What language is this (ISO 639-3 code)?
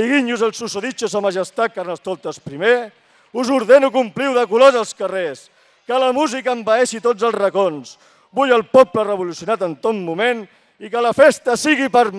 cat